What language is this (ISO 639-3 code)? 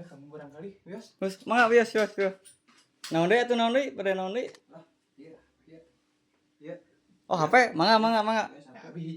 sun